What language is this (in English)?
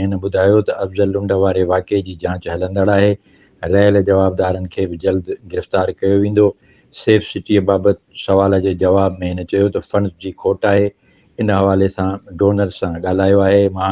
Sindhi